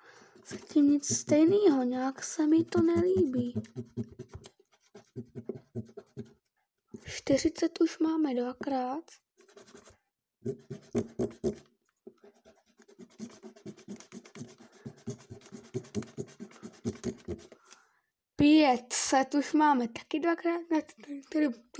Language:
Czech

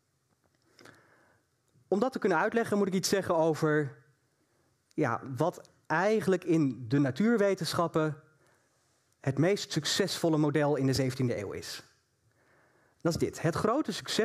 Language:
Dutch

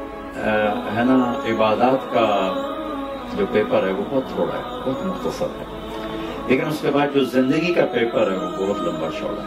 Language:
Urdu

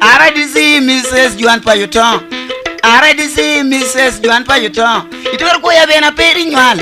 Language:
Lango (Uganda)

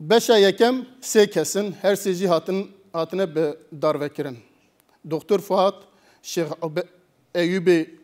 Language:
Kurdish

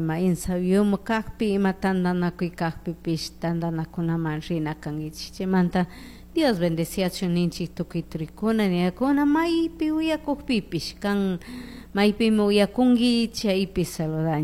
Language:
Chimborazo Highland Quichua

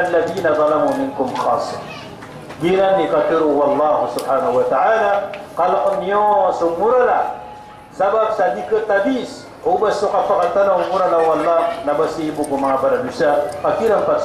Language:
Maranao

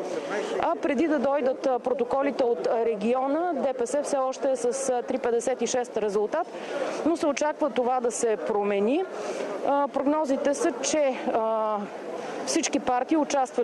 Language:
Bulgarian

